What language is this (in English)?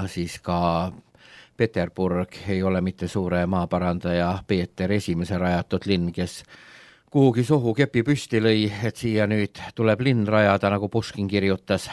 Estonian